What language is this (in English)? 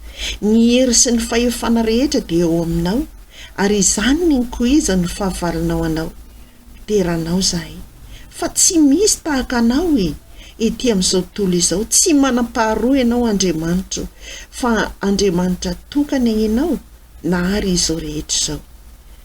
Malagasy